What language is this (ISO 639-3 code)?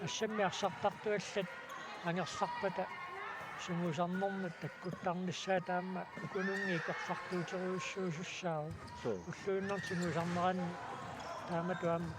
kal